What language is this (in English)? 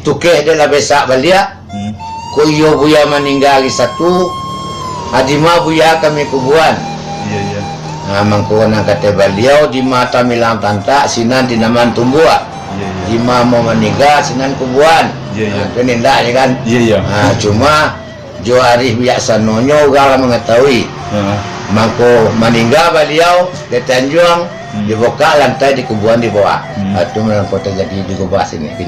Minangkabau